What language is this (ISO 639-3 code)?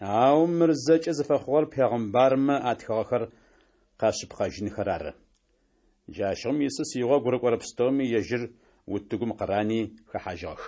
ady